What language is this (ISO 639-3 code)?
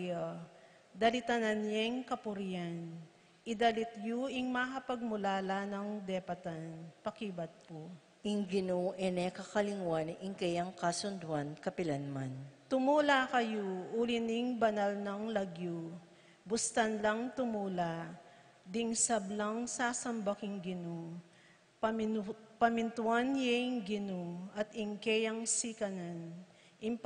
pam